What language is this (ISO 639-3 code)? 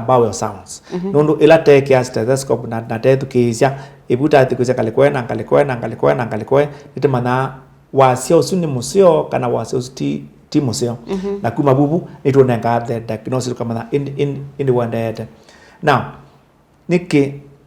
kam